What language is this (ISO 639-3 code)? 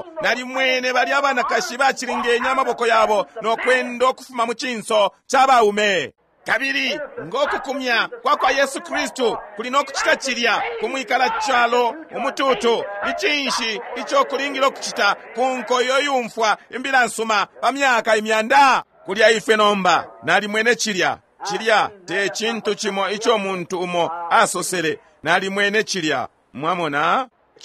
bem